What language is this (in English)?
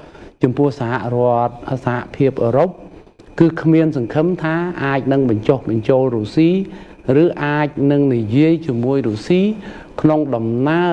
Khmer